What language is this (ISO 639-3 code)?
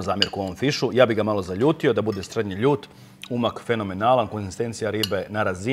hrv